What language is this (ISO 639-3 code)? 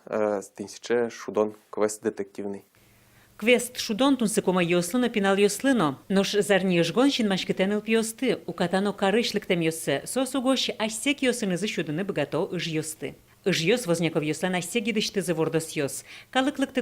udm